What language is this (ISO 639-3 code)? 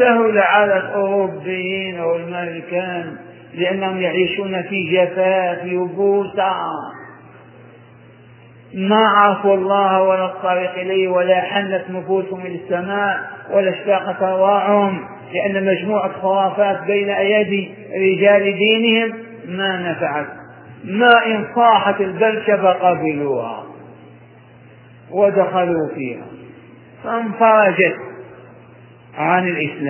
ara